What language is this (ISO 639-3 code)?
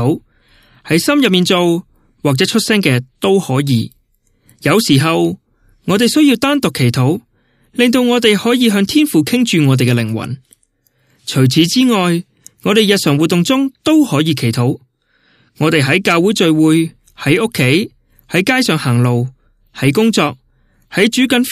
yue